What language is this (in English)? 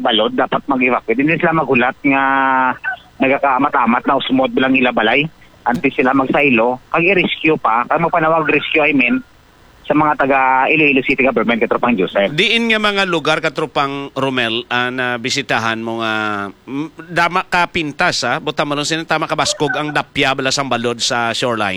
Hiligaynon